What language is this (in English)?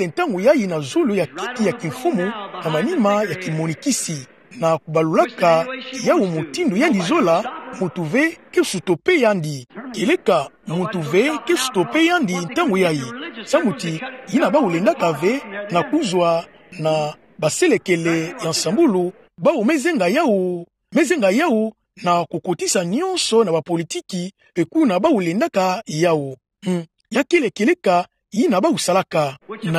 Kituba (Democratic Republic of Congo)